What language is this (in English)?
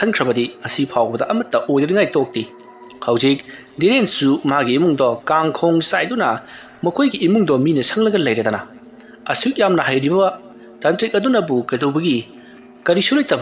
Manipuri